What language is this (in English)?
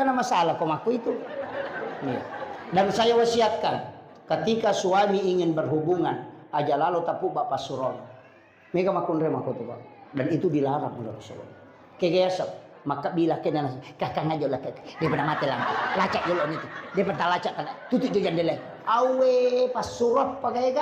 Buginese